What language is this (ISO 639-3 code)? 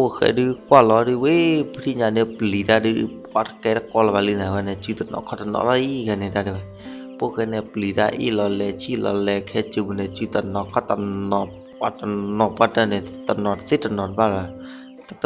ksw